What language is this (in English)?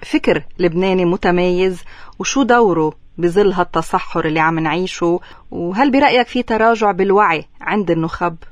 North Levantine Arabic